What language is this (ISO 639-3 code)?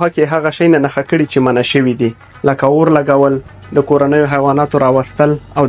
pus